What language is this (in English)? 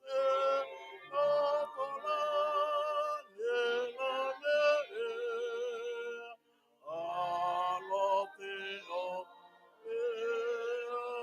Tongan